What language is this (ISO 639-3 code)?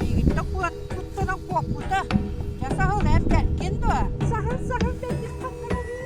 sah